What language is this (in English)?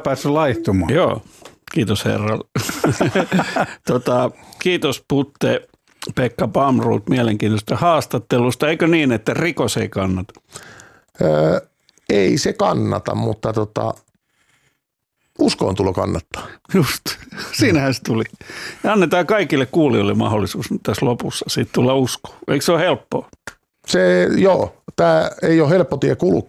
Finnish